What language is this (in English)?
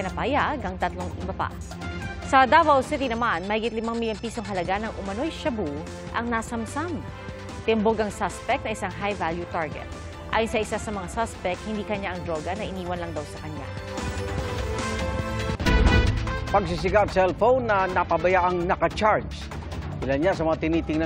Filipino